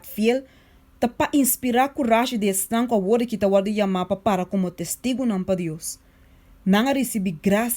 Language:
Papiamento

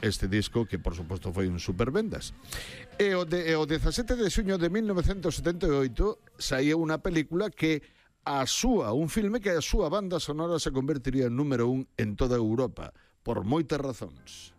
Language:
Galician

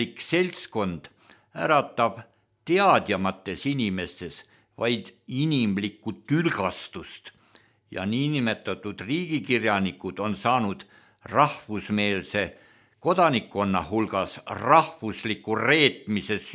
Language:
Estonian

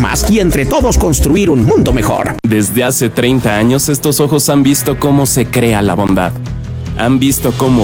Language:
Spanish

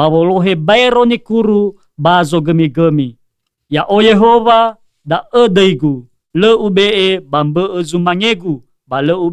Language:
Nias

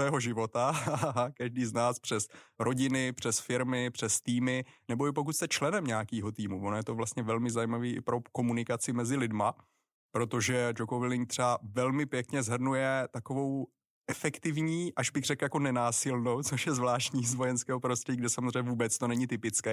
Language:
Czech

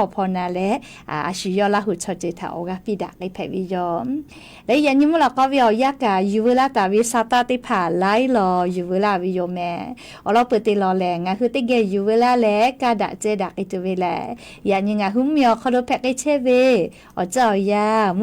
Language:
Lahu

